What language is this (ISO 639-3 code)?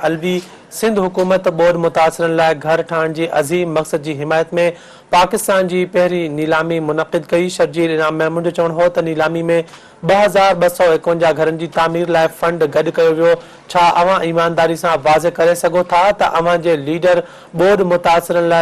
snd